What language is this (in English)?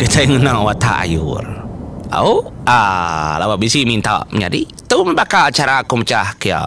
Iban